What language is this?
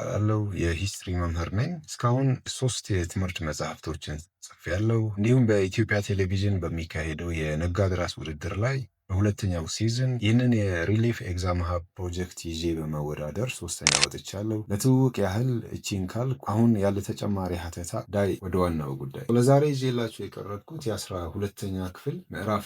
Amharic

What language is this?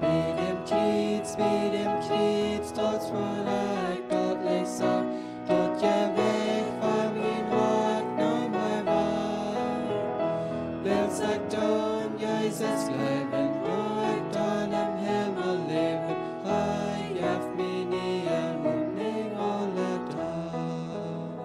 Plautdietsch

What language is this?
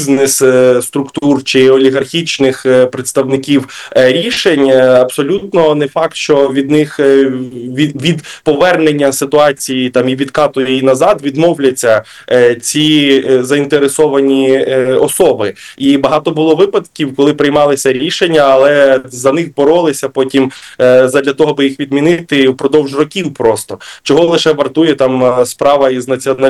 Ukrainian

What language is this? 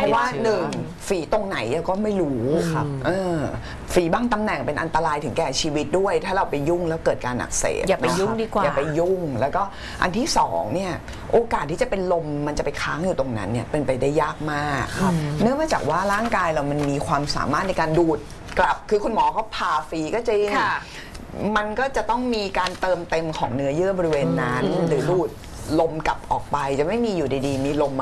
Thai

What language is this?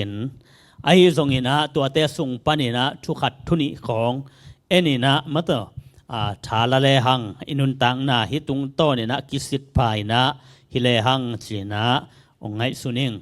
Tedim Chin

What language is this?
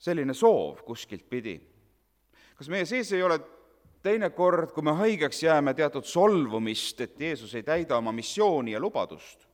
Estonian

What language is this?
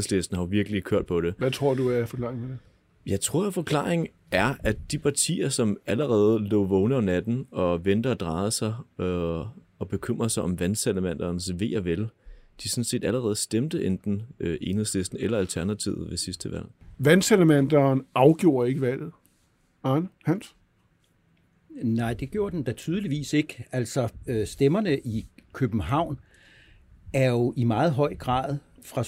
Danish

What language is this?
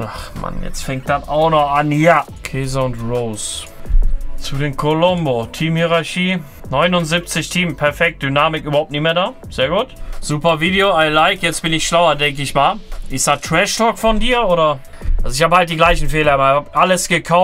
German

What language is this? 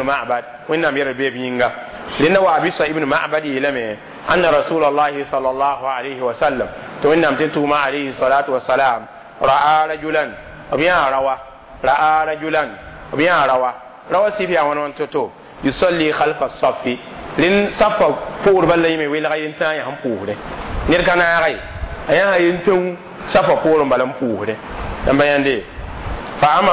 Mossi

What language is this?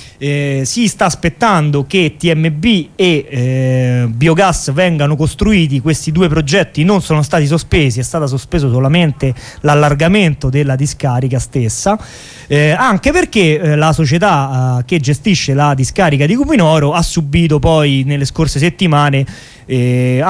Italian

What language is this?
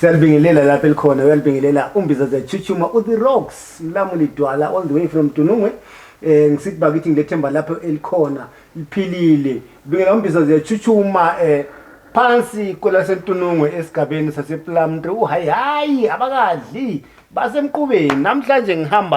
Zulu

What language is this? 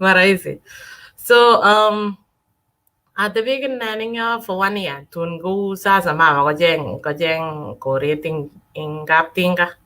Kalenjin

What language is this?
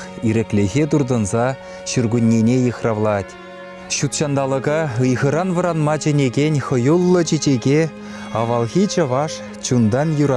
Chuvash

